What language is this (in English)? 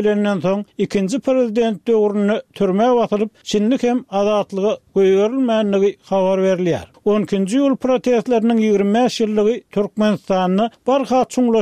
Turkmen